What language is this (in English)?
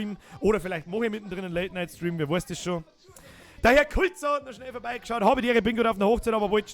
Bavarian